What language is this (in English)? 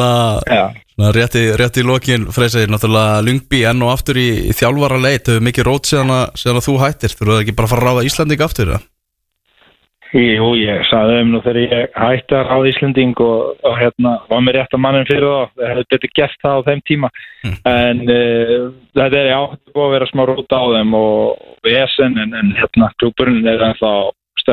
Icelandic